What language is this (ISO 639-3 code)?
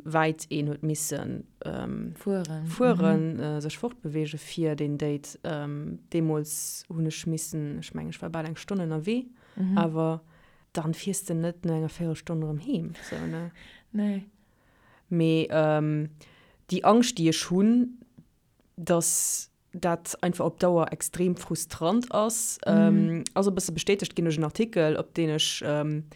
ltz